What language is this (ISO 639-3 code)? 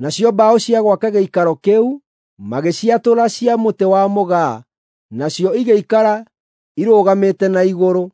kik